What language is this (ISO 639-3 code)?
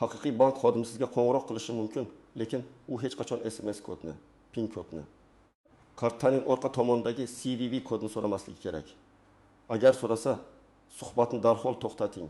uzb